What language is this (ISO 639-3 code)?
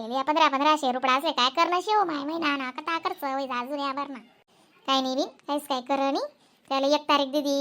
khn